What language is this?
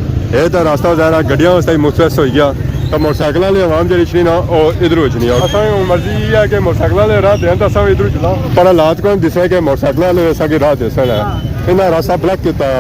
Pahari-Potwari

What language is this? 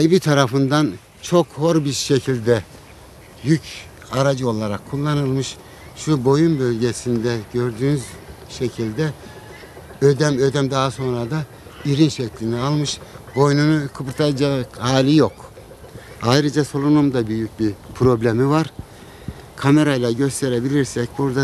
Turkish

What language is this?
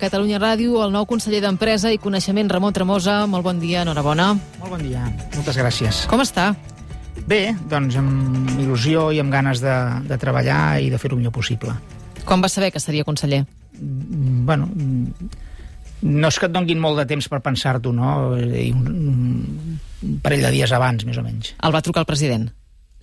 Catalan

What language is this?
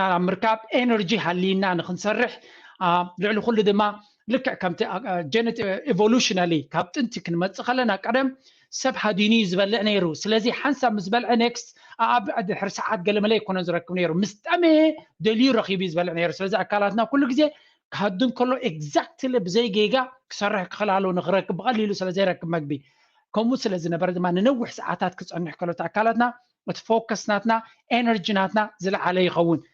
Tigrinya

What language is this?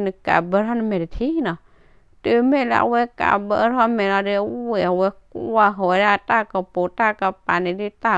S'gaw Karen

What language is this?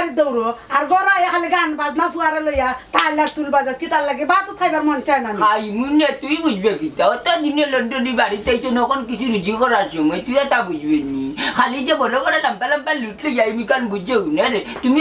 Sylheti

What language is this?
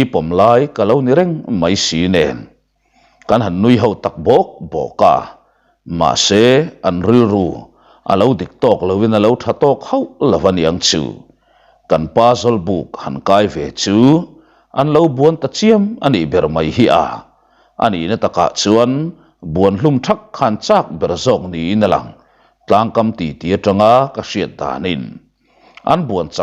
Mizo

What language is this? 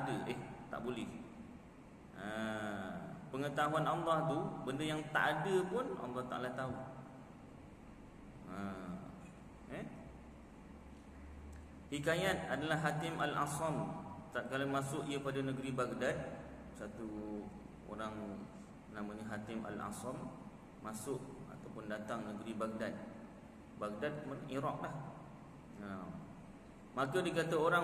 Malay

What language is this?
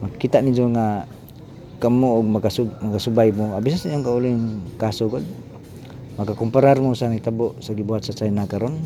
Cebuano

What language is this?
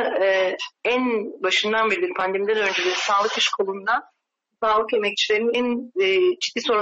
Kurdish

